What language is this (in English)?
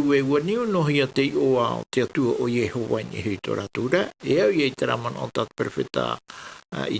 Tahitian